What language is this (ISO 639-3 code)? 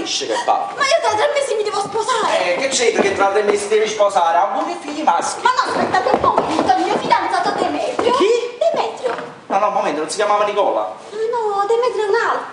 ita